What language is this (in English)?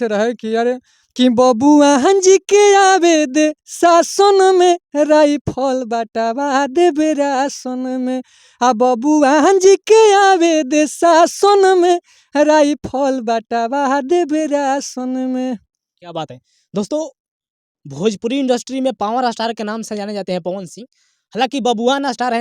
Bhojpuri